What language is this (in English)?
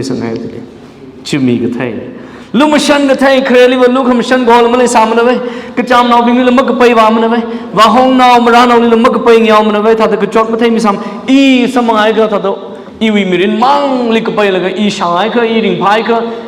Tangkhul Naga (India)